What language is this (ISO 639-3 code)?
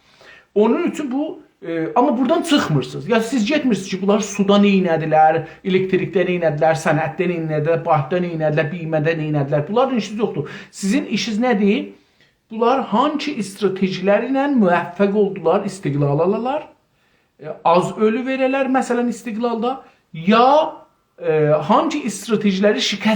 azb